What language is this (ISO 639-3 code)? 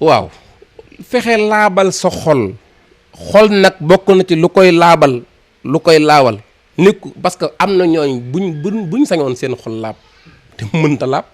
wol